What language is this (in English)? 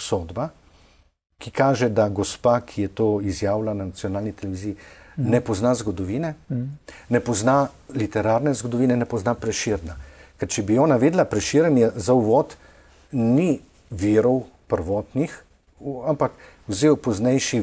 Slovenian